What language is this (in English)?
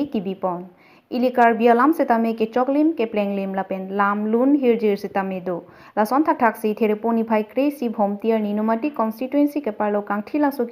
Karbi